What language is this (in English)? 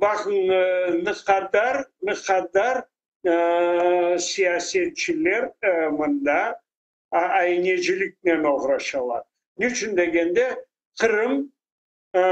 Crimean Tatar